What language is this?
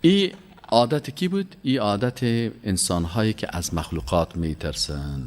Persian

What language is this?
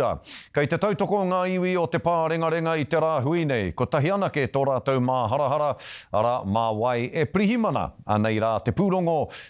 Māori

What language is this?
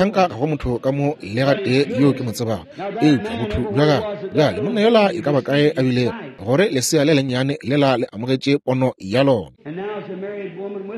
Northern Sotho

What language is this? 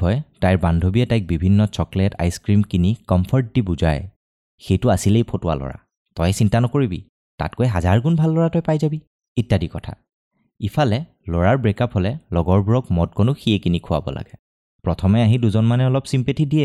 Assamese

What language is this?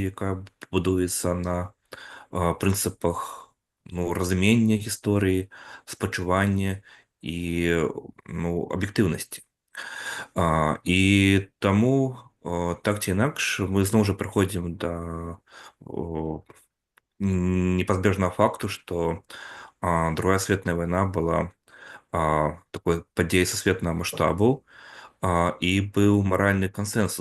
Belarusian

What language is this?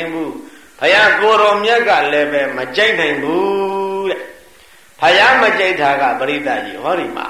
Burmese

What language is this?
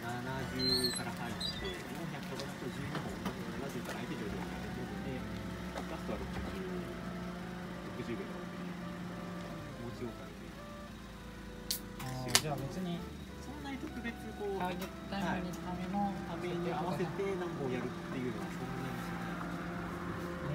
Japanese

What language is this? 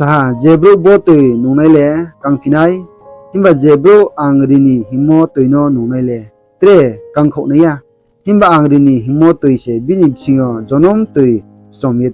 Riang (India)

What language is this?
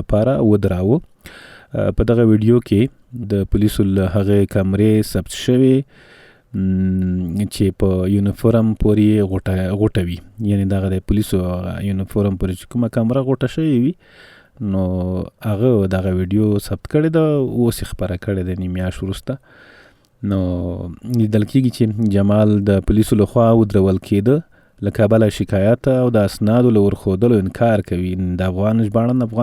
Pashto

